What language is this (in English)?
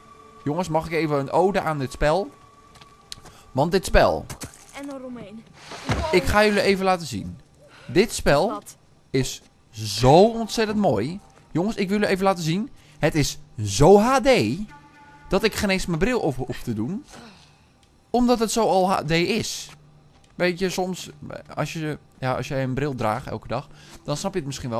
Dutch